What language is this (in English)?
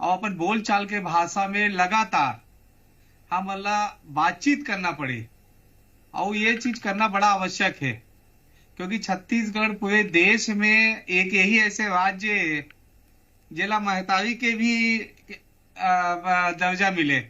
Chhattisgarhi